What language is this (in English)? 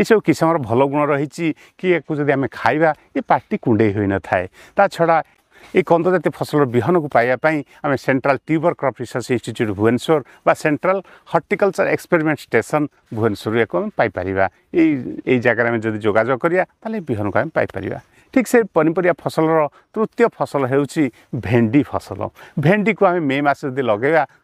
Odia